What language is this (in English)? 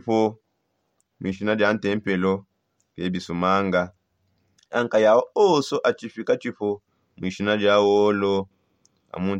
Songe